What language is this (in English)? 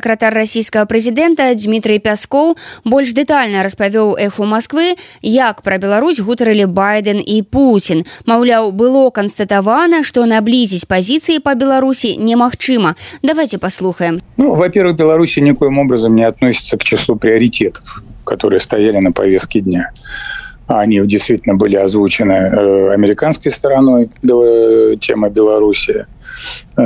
Belarusian